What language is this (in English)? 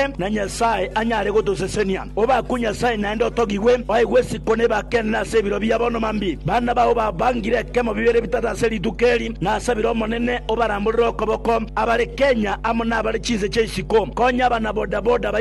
Gusii